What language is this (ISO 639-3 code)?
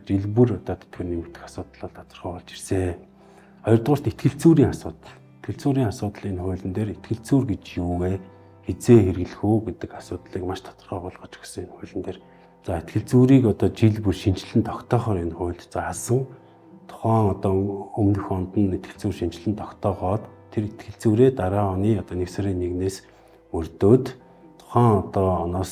mon